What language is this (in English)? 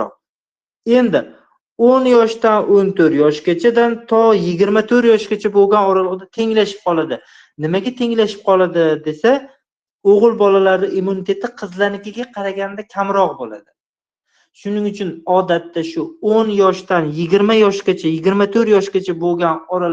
Uzbek